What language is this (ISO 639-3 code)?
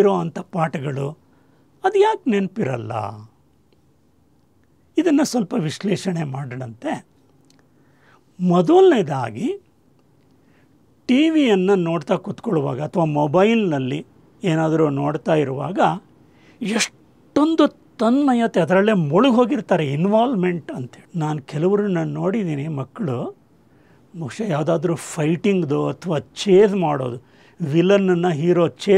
kan